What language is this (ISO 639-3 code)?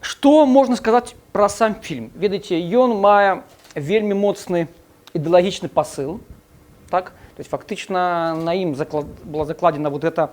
bel